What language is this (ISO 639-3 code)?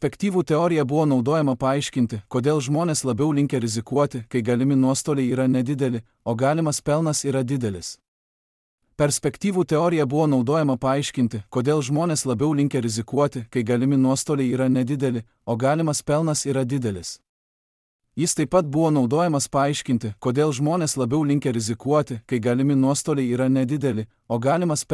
lit